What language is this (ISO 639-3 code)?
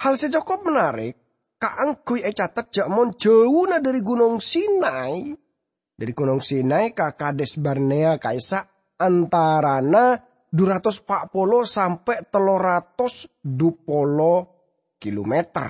mad